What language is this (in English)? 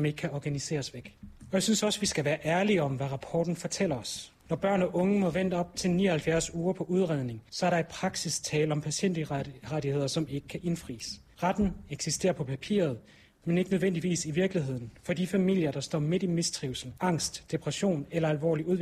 Danish